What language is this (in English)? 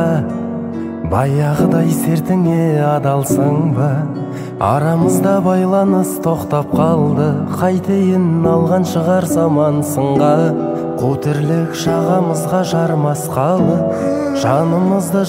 Kazakh